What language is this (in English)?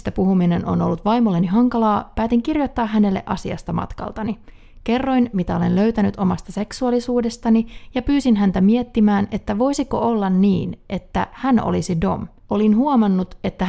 Finnish